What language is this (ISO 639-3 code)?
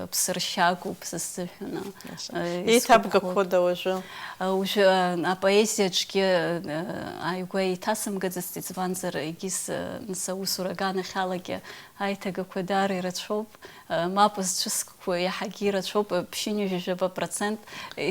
abk